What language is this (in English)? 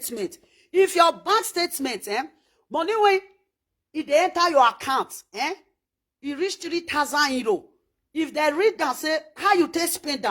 Nigerian Pidgin